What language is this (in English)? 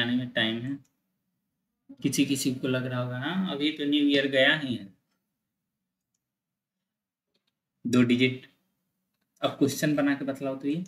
Hindi